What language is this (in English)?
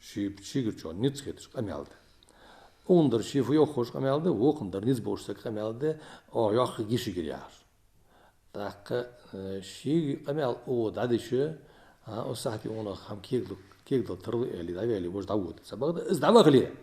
Ingush